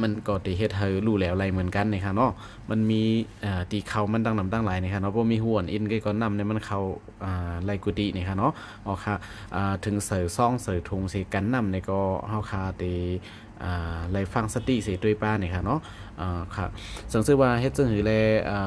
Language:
Shan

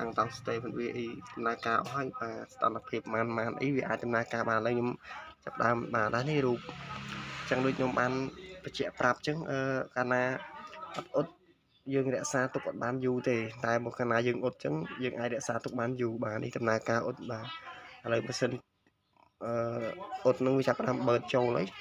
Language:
Khmer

